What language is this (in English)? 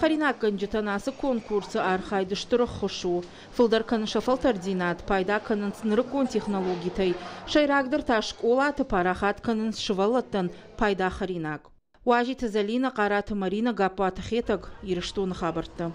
Ossetic